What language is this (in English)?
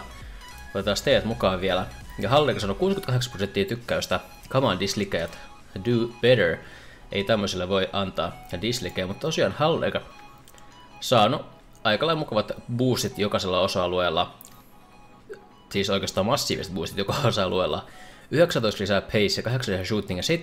Finnish